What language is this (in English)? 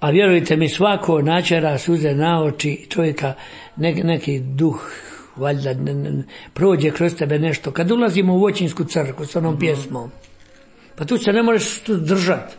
Croatian